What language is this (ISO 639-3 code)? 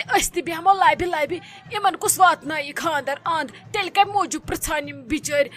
kas